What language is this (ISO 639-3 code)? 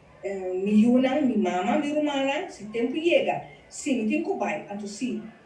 pap